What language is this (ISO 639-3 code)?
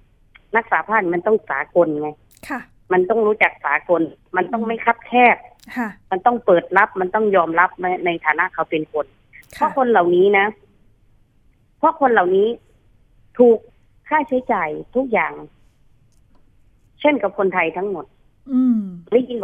tha